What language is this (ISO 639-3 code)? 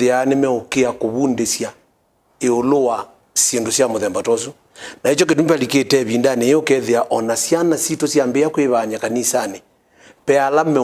kam